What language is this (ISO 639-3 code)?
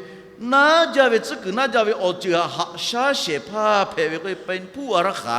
lhu